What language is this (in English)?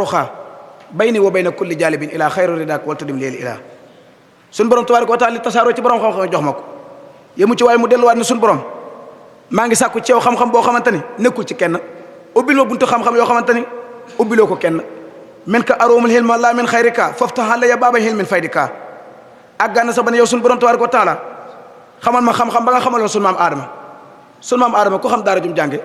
Wolof